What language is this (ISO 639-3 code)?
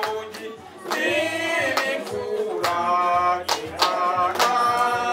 kin